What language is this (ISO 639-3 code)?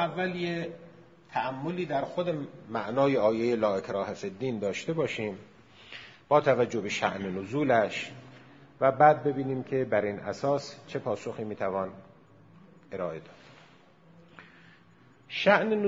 fas